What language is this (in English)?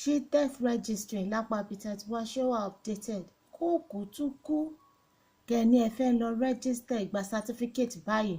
Yoruba